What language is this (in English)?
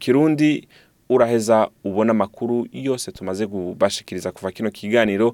Rundi